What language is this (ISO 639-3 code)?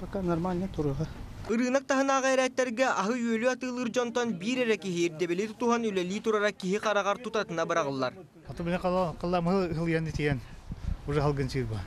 sah